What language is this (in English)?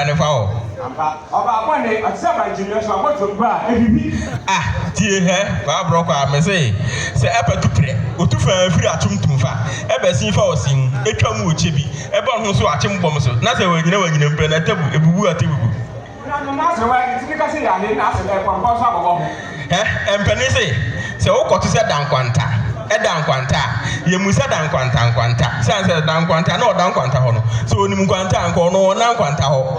Akan